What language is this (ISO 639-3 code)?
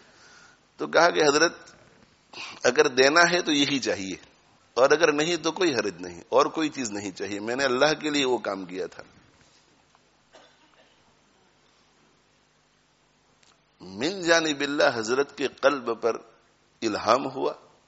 urd